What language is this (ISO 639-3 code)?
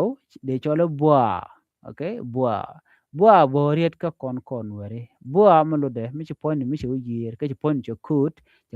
nus